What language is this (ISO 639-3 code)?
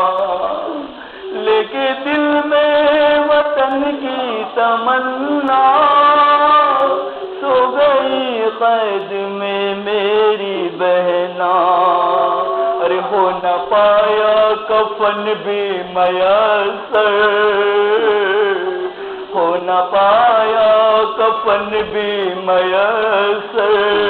urd